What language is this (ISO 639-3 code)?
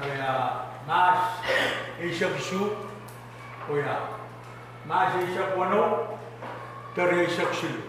pon